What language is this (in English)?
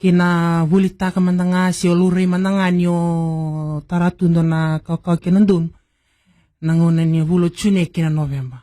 Fijian